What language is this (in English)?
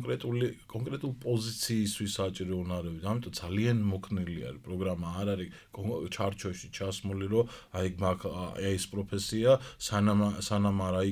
Georgian